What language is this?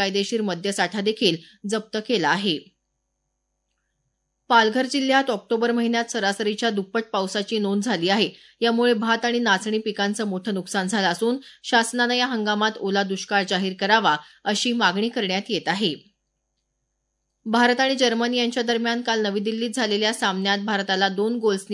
Marathi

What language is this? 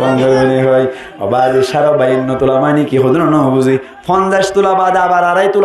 Rohingya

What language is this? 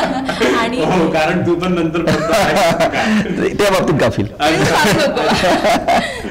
Marathi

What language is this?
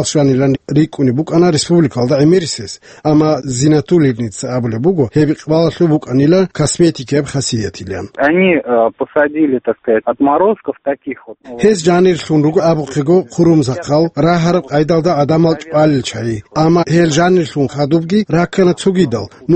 Avaric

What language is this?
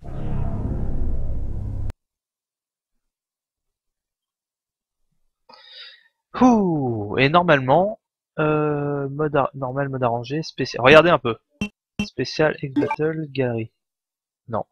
French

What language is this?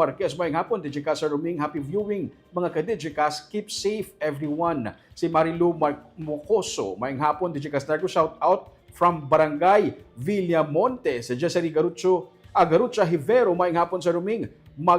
Hiligaynon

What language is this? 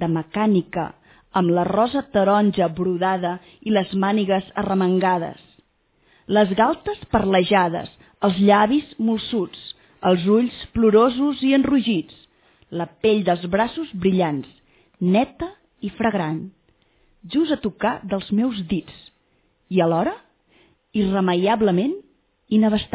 Catalan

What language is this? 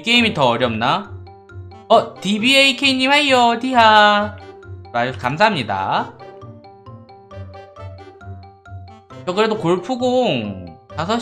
Korean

